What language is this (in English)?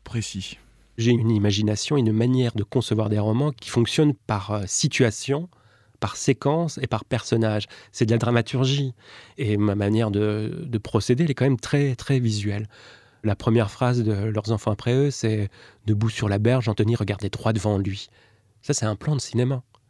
French